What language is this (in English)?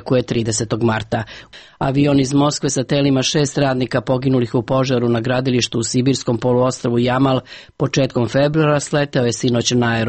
Serbian